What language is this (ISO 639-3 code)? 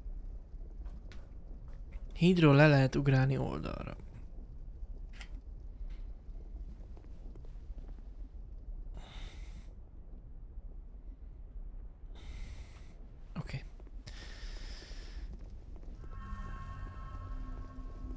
hun